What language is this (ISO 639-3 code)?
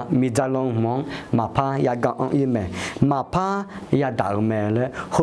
ahk